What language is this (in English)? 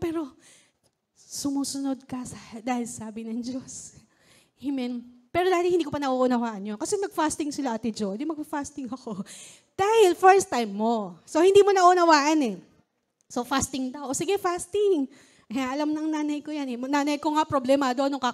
Filipino